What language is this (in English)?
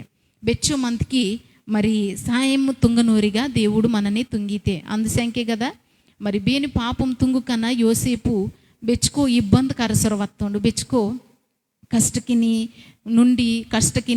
Koya